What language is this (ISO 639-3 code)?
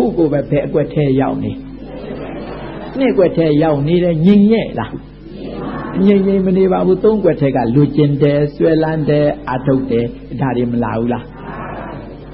mya